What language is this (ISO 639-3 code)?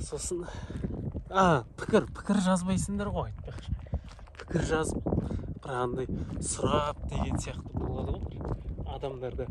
kaz